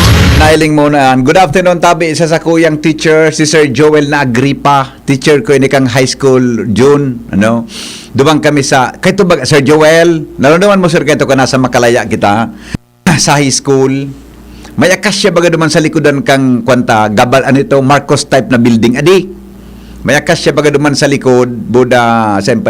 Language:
Bikol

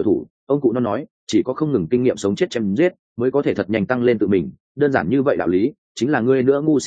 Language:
Vietnamese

